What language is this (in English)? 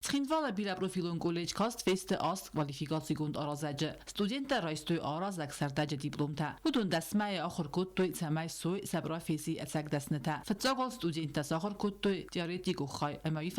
Ossetic